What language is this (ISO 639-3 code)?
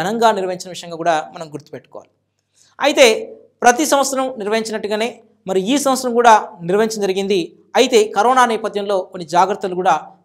tel